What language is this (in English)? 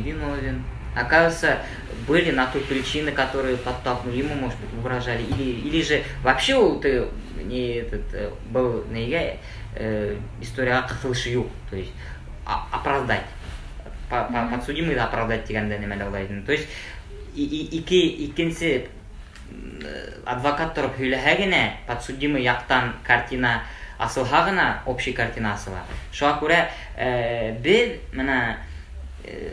Bashkir